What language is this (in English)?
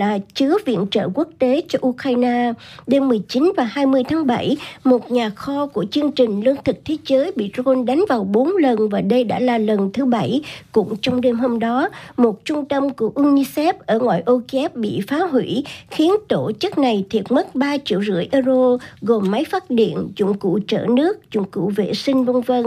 Vietnamese